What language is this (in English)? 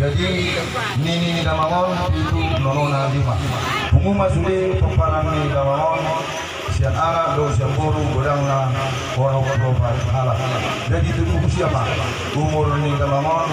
Batak Toba